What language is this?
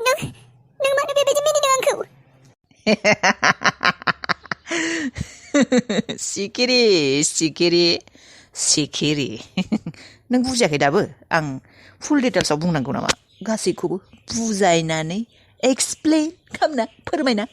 Bodo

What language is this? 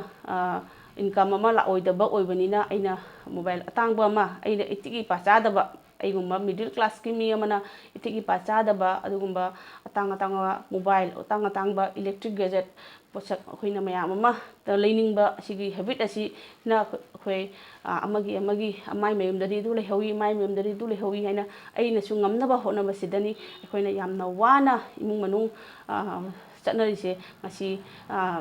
Manipuri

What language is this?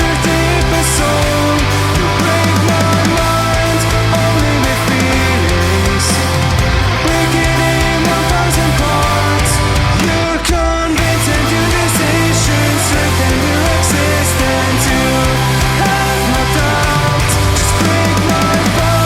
Swiss German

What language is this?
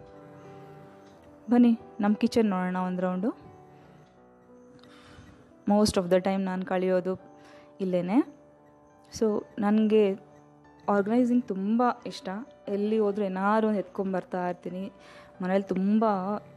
Kannada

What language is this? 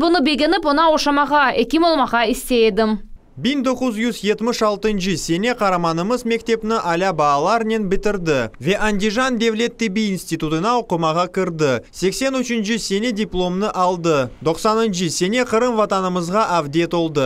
Crimean Tatar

